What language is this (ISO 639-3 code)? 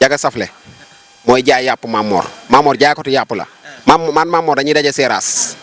wol